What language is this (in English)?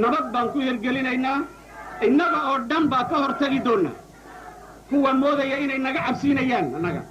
Somali